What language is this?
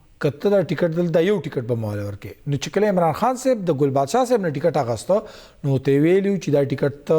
Pashto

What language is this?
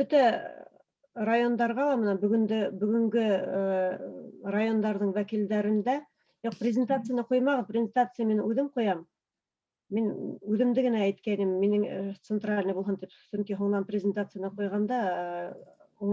Bashkir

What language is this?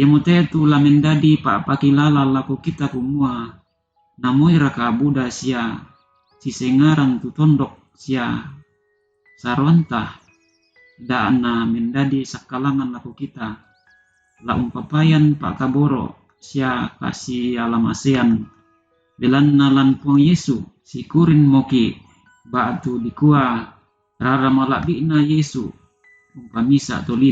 Toraja-Sa'dan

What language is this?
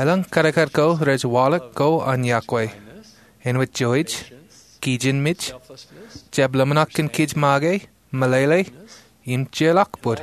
Marshallese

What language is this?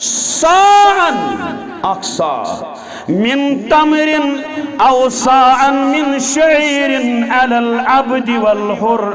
Kashmiri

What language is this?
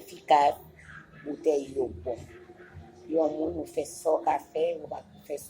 Haitian Creole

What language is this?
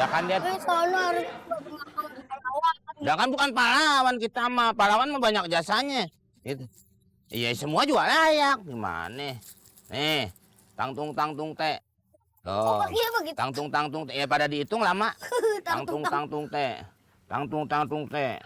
Betawi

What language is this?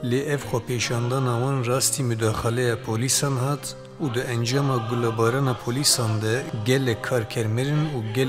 Kurdish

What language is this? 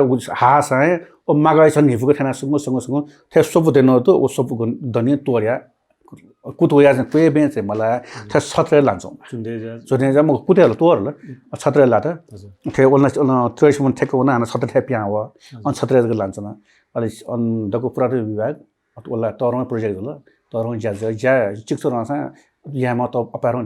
Newari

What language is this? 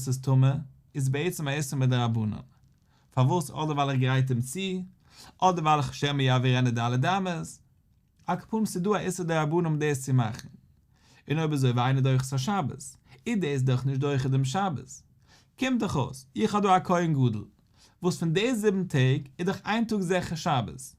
Yiddish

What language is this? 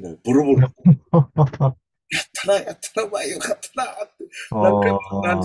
Japanese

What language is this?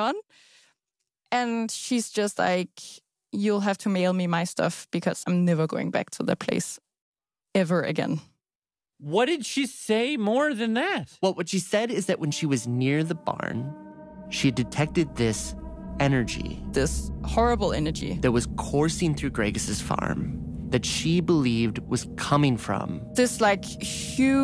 English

